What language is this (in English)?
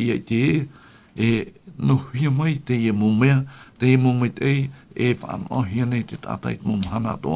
Tahitian